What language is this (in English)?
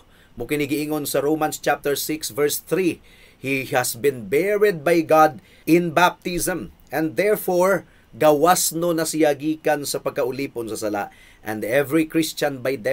Cebuano